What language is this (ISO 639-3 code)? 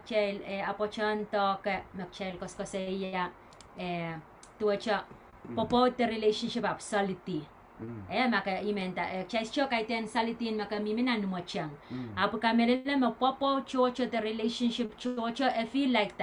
pon